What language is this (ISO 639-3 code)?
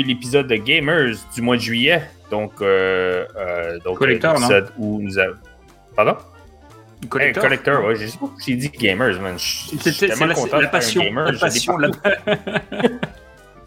fra